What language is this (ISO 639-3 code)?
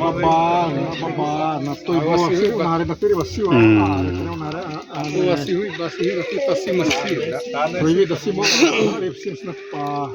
xav